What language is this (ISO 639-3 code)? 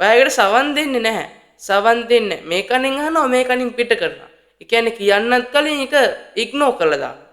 sin